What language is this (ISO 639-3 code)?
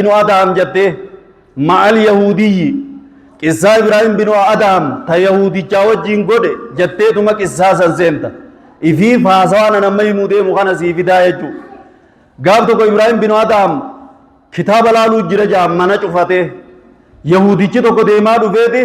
orm